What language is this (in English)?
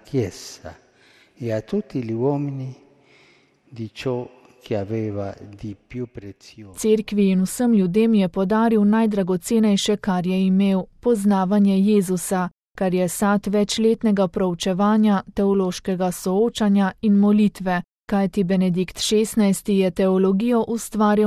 Slovenian